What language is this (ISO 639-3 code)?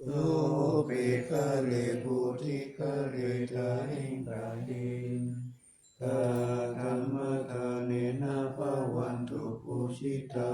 pli